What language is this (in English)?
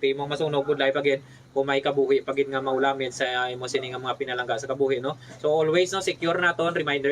Hiligaynon